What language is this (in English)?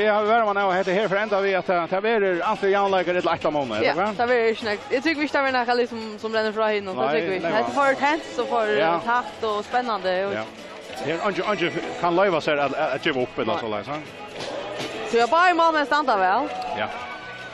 Faroese